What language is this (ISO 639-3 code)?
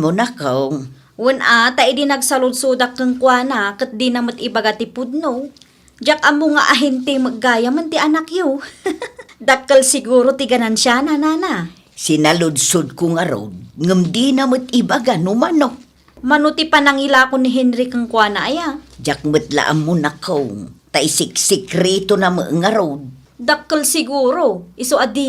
ilo